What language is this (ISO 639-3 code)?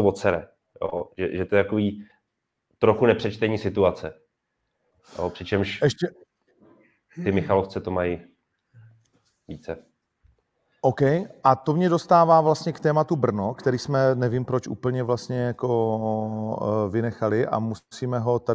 ces